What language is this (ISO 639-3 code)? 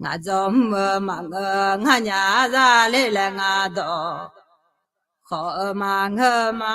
ahk